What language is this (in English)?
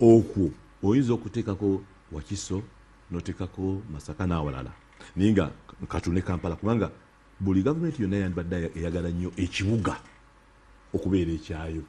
Ganda